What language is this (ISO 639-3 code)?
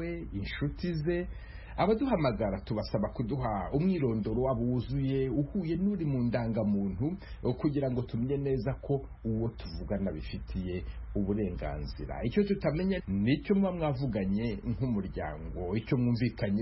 kin